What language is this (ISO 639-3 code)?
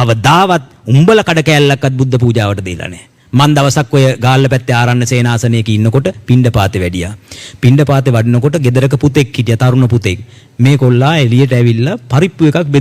sin